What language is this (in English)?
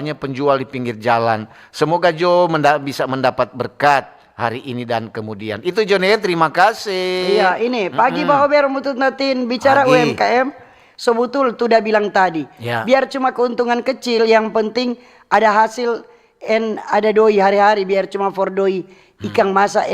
Manado Malay